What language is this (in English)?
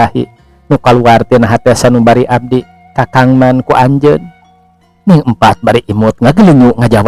Sundanese